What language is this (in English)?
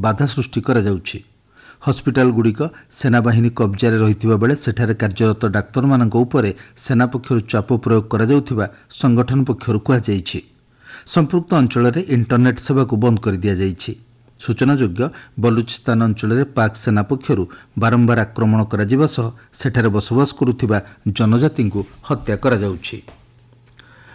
Odia